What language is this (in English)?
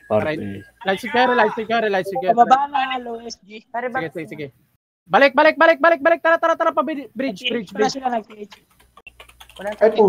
Filipino